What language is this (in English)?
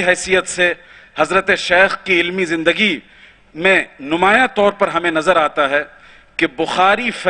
Urdu